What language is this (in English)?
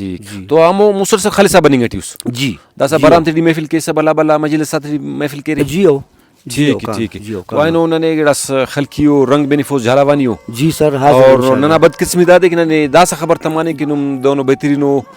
Brahui